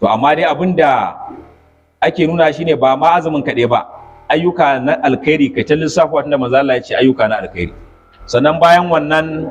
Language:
Hausa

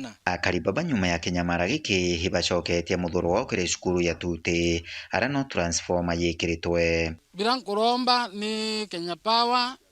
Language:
Meru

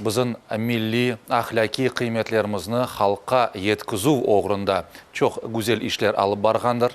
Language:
Crimean Tatar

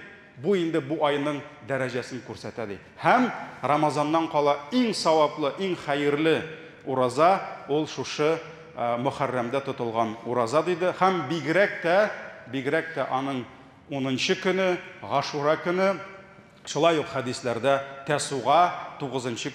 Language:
Tatar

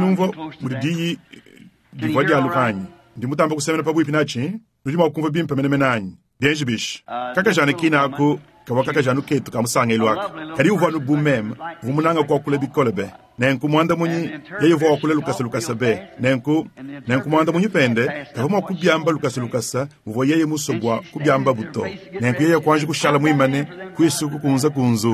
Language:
Luba-Lulua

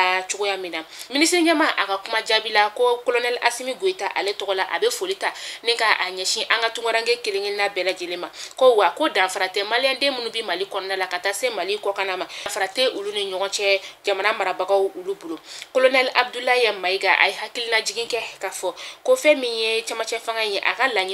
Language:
Bambara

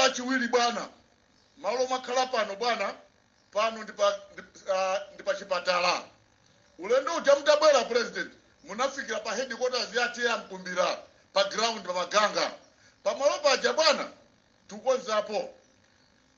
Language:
Nyanja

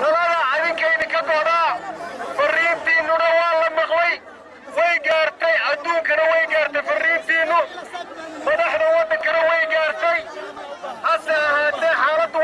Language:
Somali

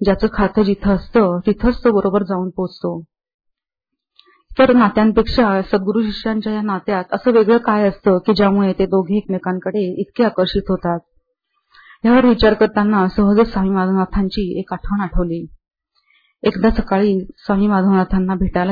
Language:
Marathi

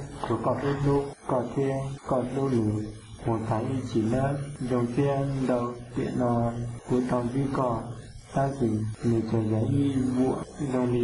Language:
Hmong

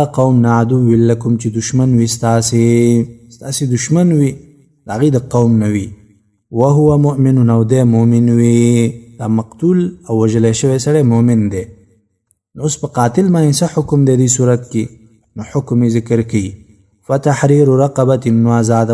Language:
Pashto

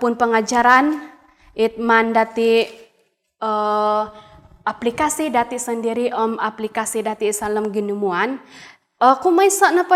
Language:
Central Dusun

